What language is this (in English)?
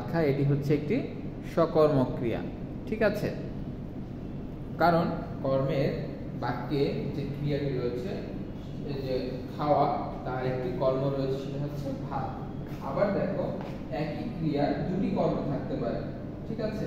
Bangla